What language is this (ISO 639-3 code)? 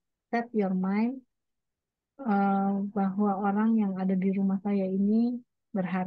ind